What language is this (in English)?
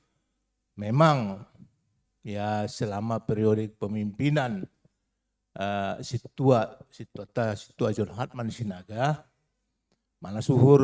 Batak Simalungun